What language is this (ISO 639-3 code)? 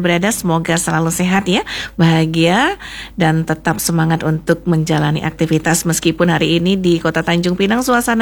ind